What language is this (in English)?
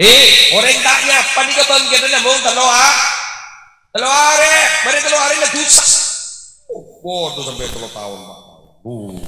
Madurese